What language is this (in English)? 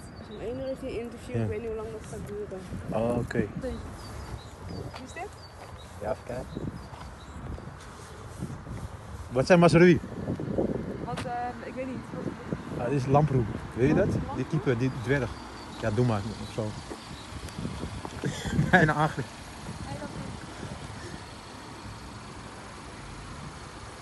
Dutch